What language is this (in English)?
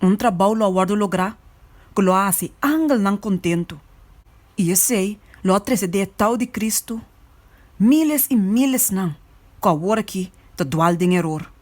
Papiamento